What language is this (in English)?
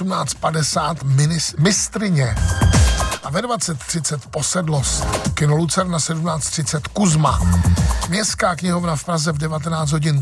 Czech